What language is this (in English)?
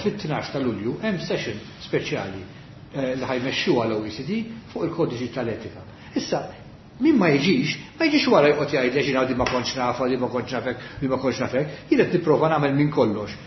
Maltese